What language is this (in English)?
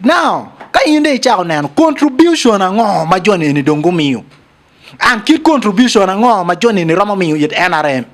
Acoli